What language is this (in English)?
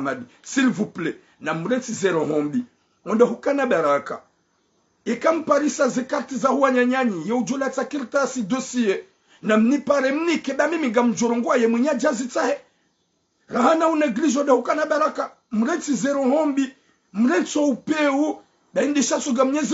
Ngazidja Comorian